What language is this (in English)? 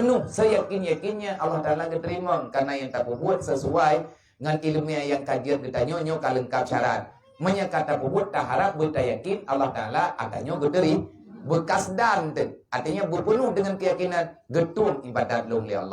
Achinese